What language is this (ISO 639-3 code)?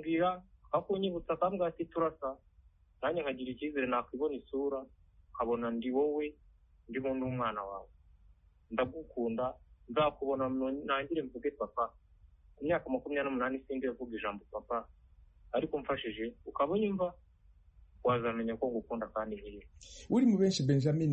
kin